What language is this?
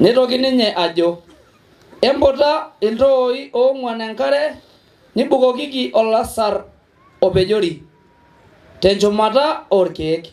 Masai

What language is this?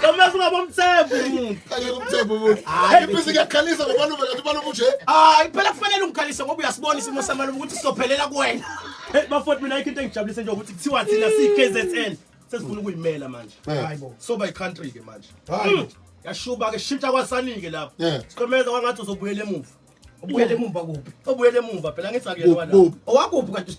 Zulu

